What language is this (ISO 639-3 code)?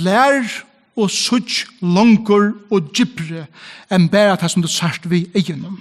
fao